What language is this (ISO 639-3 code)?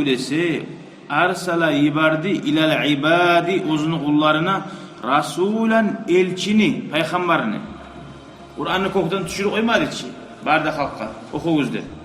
kum